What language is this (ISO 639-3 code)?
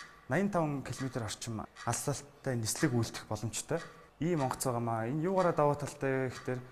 mon